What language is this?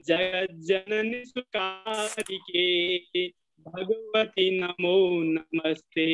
Sanskrit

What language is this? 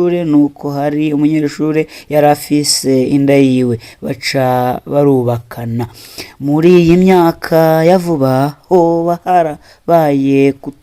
Rundi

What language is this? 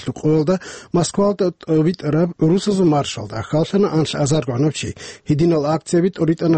Avaric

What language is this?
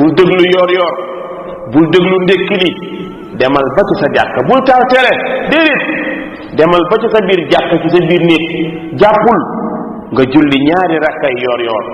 Wolof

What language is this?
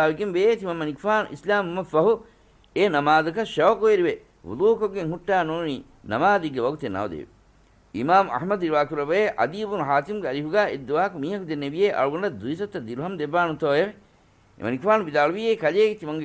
Divehi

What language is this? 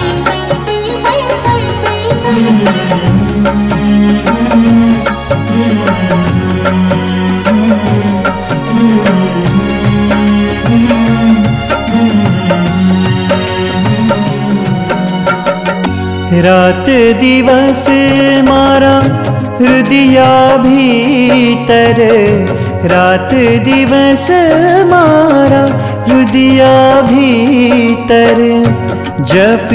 Gujarati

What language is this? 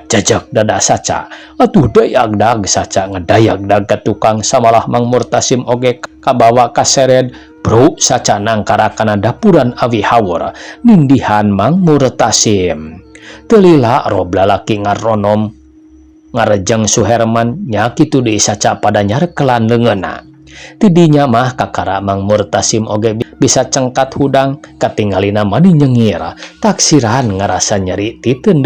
Sundanese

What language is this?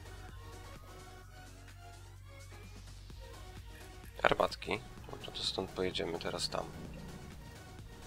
Polish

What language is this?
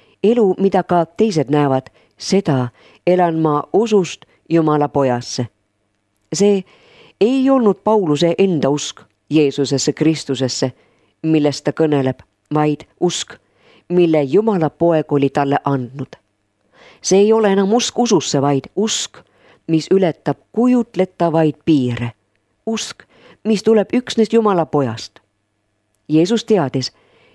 Estonian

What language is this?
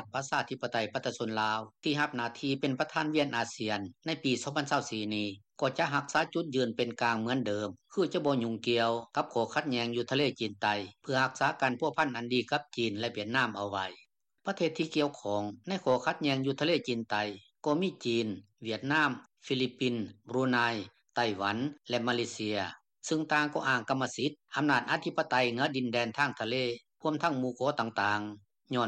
Lao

